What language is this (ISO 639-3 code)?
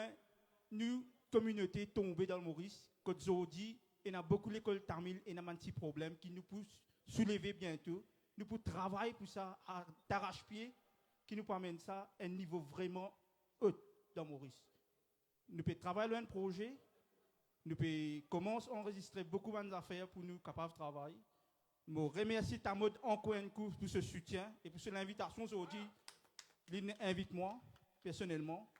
mfe